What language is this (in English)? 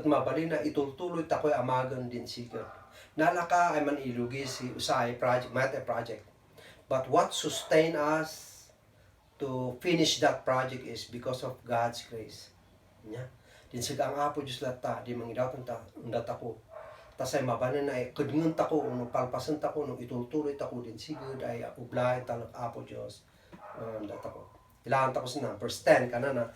Kankanaey